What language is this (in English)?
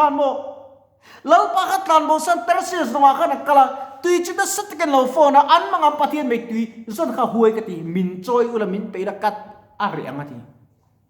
Mizo